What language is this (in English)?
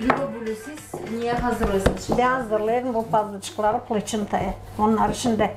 Gagauz